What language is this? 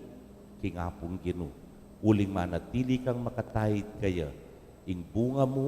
Pampanga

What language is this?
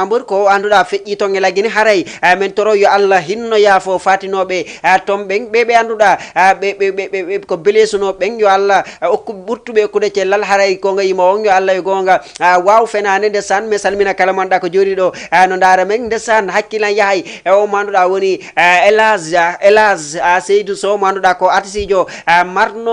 Fula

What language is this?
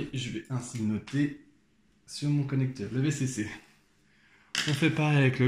French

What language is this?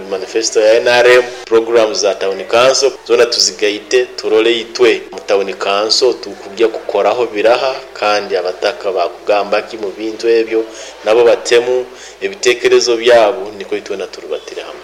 Nyoro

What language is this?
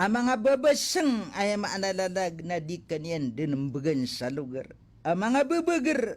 Maranao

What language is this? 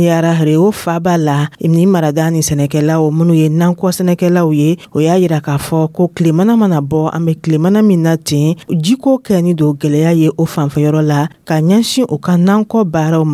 Dyula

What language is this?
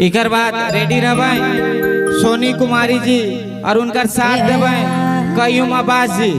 Sadri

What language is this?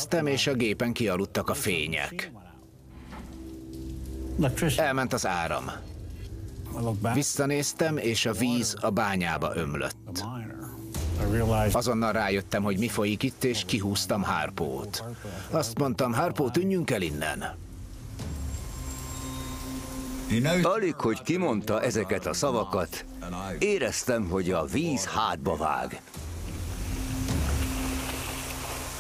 Hungarian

